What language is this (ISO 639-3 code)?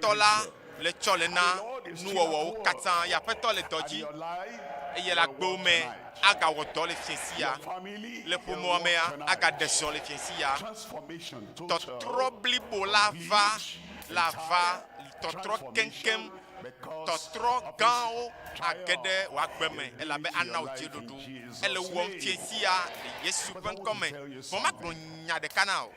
ewe